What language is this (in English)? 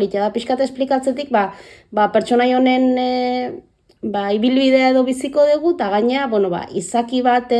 Basque